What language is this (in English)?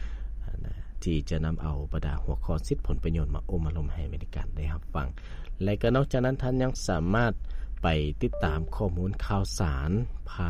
Lao